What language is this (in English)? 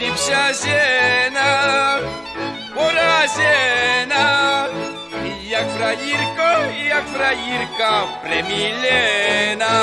Rusyn